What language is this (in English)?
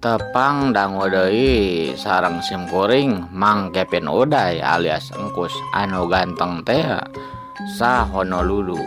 Sundanese